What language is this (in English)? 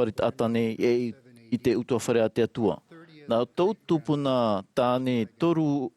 Tahitian